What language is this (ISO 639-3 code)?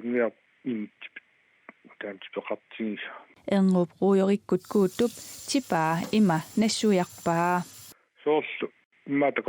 kal